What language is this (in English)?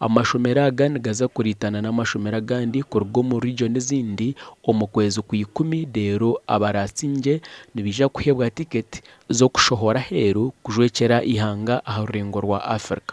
Nyankole